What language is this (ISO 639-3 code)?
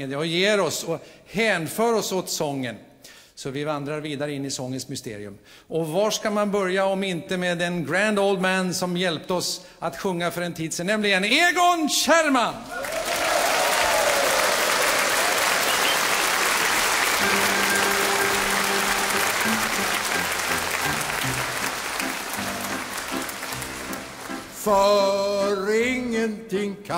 swe